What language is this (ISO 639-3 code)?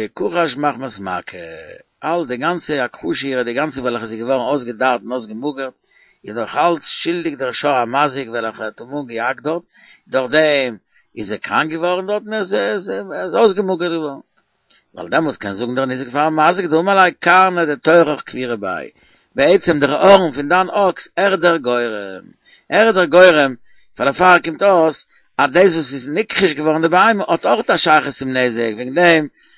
yid